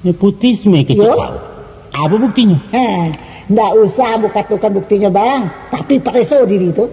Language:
Minangkabau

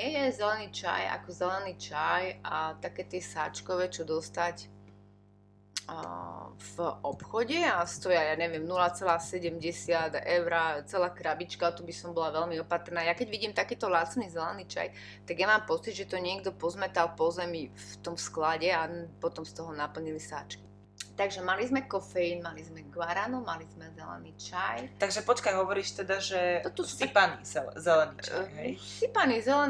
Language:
Slovak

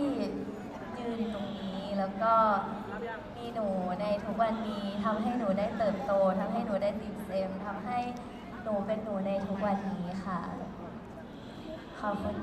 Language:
Thai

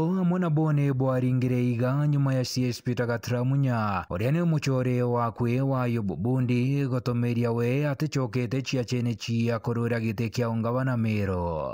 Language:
Meru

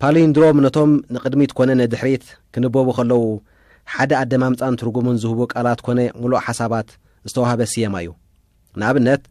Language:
Tigrinya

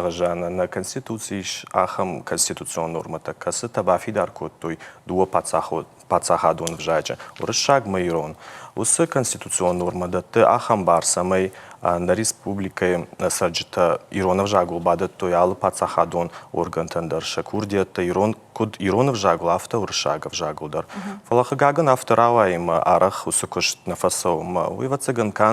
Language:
Ossetic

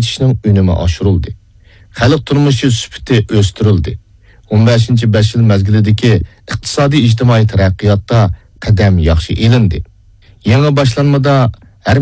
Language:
Uyghur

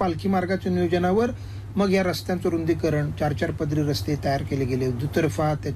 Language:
Marathi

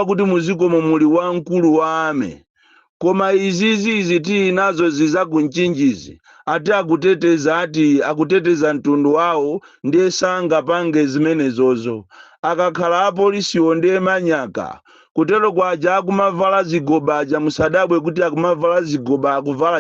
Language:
Nyanja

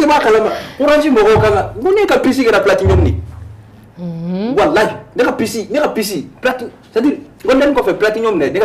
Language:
Bambara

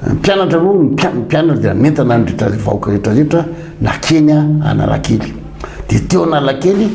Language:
Malagasy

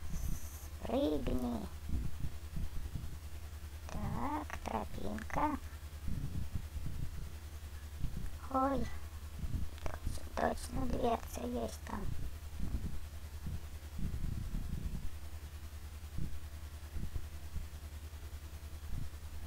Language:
Russian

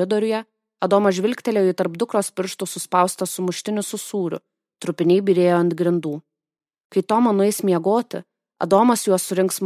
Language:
Lithuanian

